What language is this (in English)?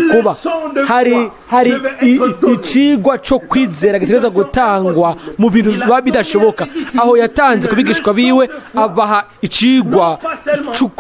Rundi